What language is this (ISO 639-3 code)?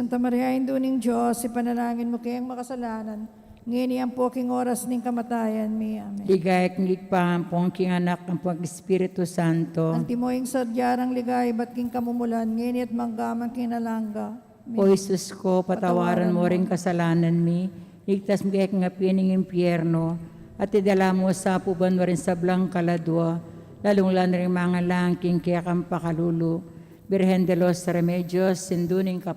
pam